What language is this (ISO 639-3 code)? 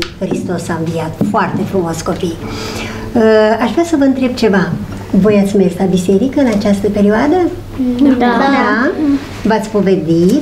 ron